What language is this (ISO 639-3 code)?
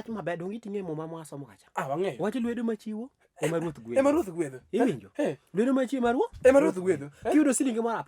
luo